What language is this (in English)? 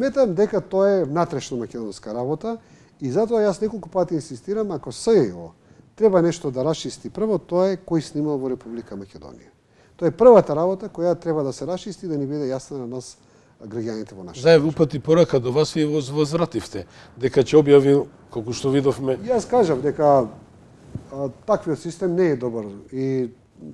Macedonian